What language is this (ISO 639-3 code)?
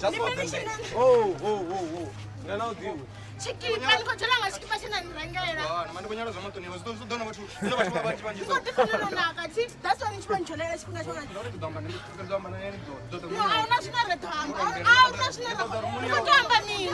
ven